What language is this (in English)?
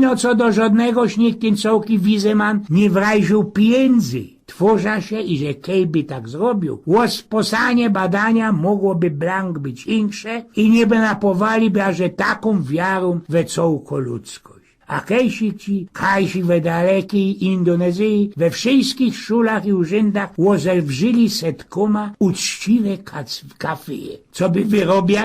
Silesian